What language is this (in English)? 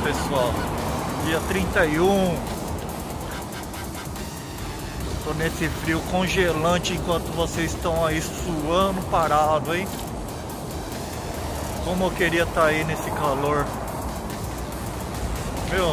Portuguese